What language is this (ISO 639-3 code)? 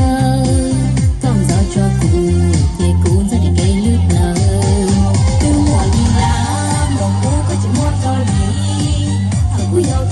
hmn